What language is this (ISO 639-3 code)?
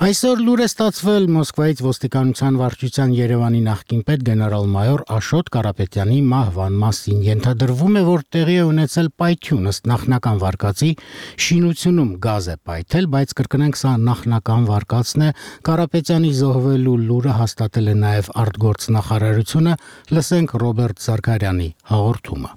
hye